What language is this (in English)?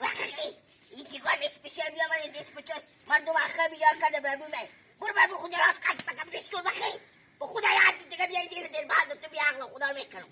Hazaragi